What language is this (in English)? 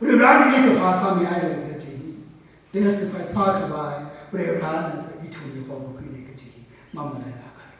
Tangkhul Naga (India)